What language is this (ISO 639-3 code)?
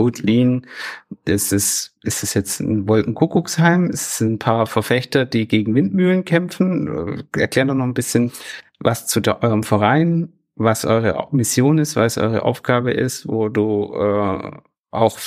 deu